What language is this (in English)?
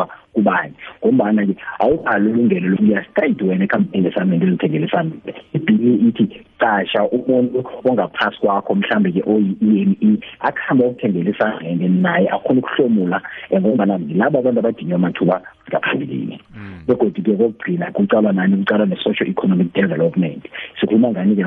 South Ndebele